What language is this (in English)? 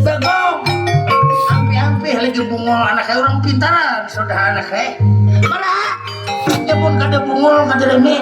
Banjar